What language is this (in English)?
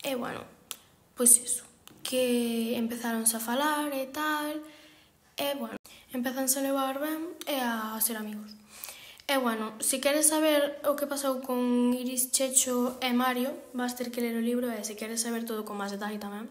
Galician